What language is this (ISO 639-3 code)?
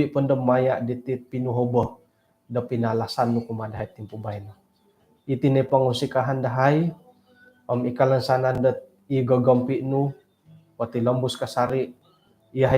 dtp